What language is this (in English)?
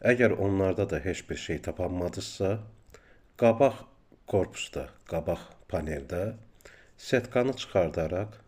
Azerbaijani